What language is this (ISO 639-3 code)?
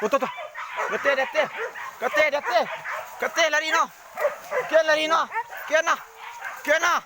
min